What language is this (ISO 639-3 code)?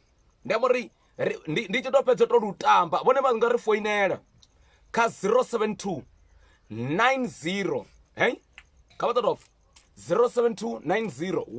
ven